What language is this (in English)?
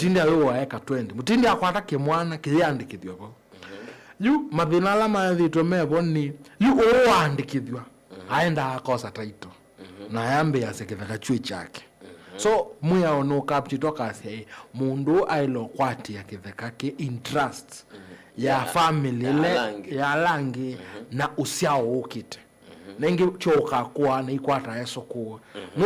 Kamba